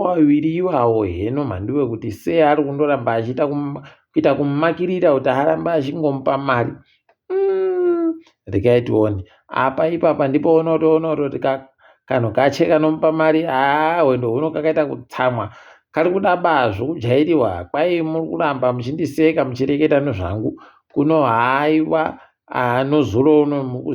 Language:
Ndau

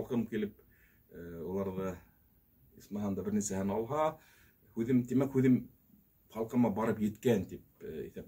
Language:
Bashkir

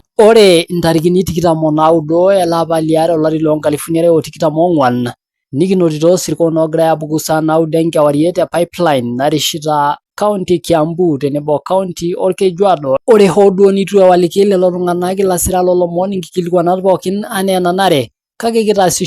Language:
Masai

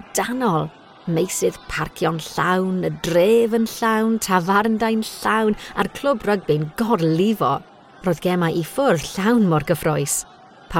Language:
Welsh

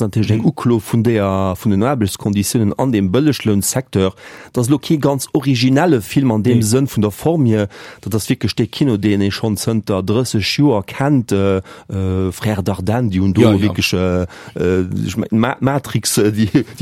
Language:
Luxembourgish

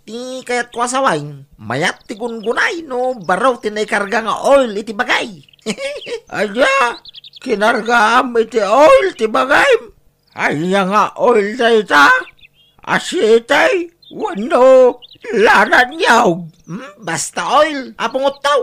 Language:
Iloko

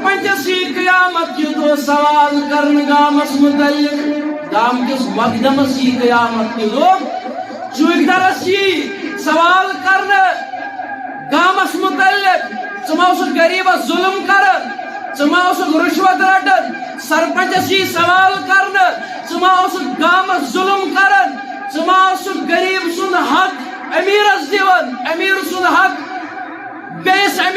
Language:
Kashmiri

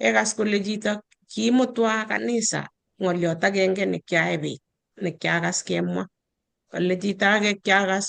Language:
Kalenjin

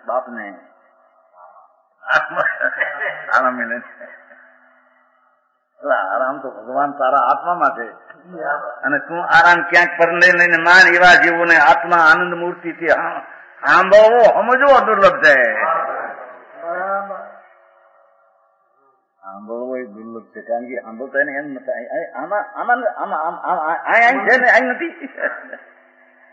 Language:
Gujarati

